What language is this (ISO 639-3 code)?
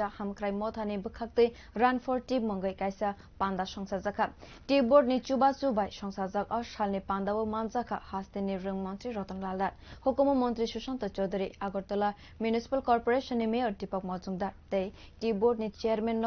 trp